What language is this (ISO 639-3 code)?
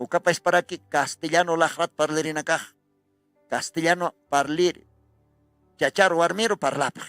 aym